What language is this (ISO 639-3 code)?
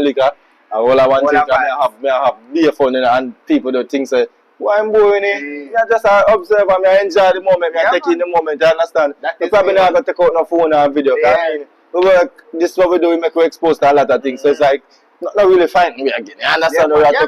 jam